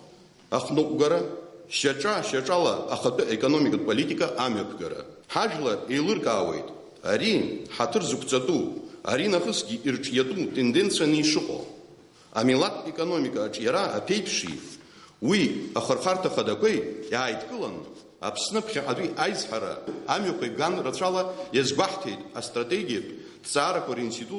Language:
Abkhazian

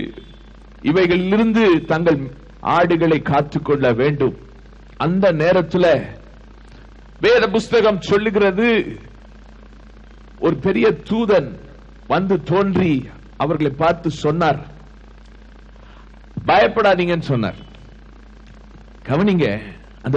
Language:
Tamil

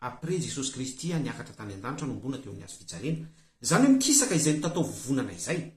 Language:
Malagasy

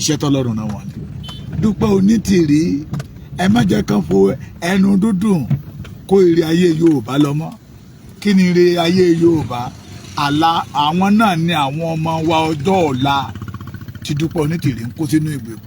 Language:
Yoruba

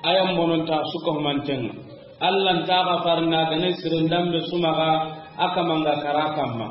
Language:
Soninke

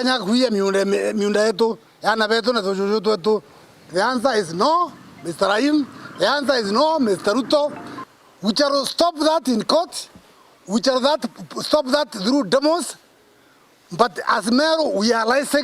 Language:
Meru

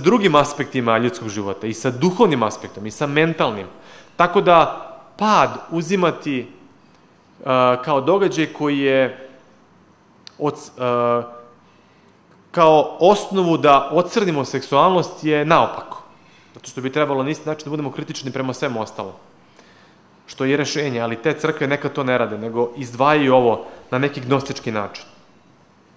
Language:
Serbian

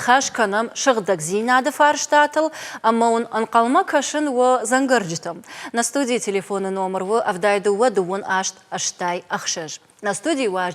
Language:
Ossetic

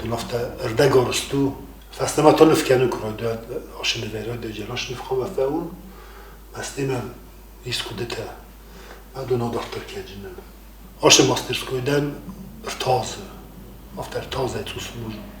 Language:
Ossetic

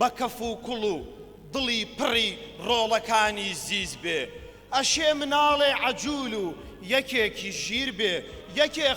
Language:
Central Kurdish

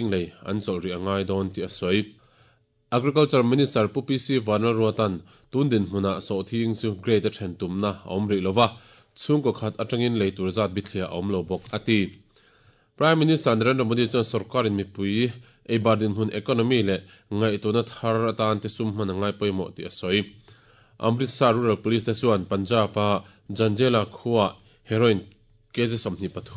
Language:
Mizo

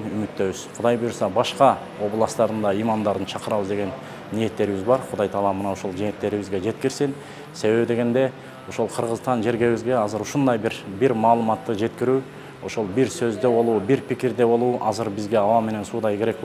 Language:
Kyrgyz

